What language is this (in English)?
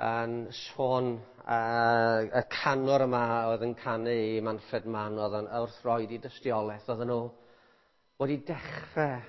Welsh